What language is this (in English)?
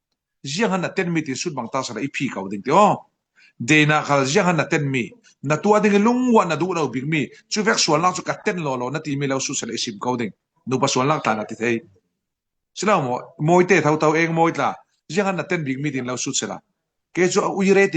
Falam Chin